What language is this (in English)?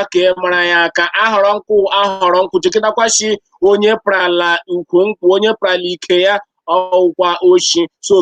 Igbo